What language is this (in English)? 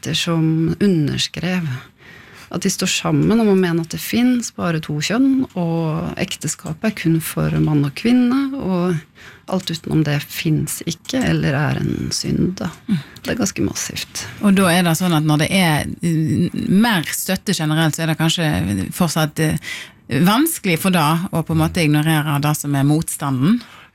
Norwegian